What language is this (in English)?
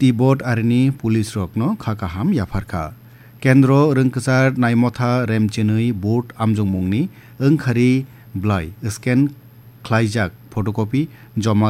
Kok Borok